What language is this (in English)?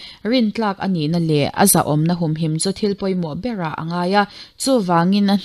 Mizo